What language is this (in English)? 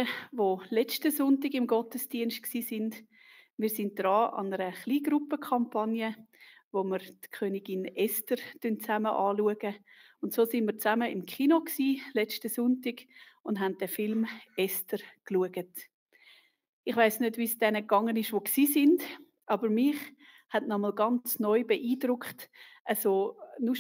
Swiss German